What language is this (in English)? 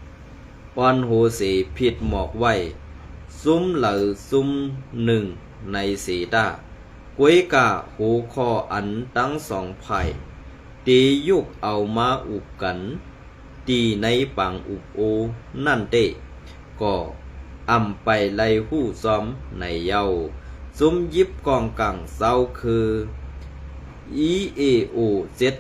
Shan